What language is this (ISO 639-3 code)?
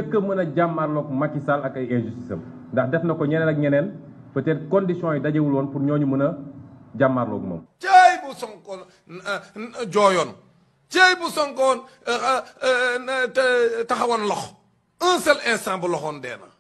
wol